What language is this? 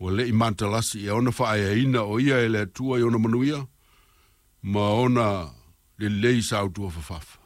Samoan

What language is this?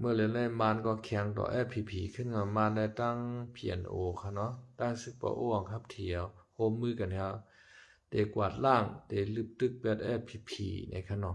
Shan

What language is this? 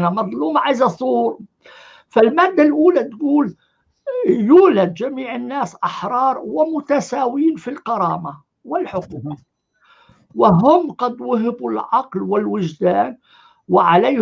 North Levantine Arabic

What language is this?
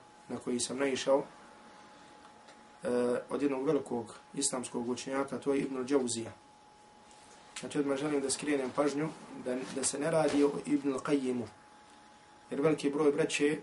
Bosnian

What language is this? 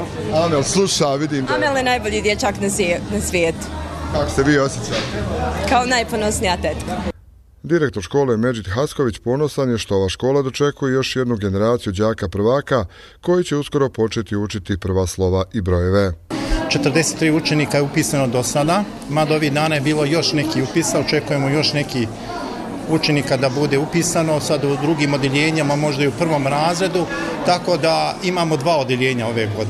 Bosnian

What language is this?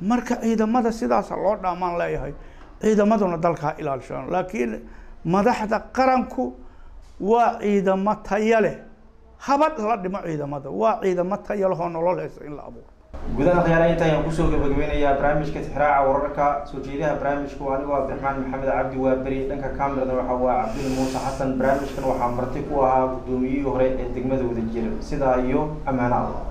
Somali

